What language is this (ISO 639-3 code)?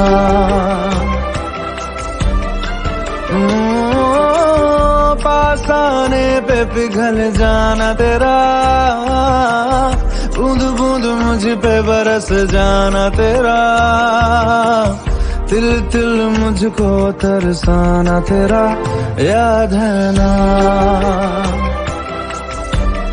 hin